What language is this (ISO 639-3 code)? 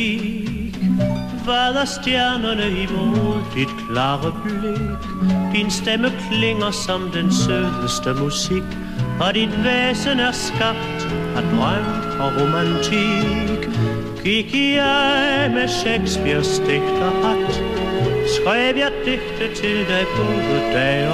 dan